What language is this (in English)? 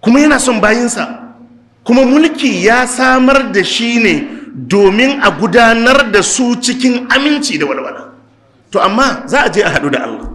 Hausa